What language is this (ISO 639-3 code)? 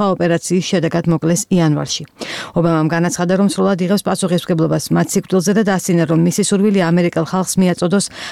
kat